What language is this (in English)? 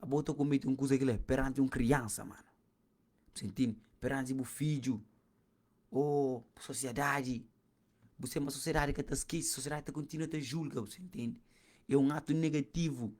Kabuverdianu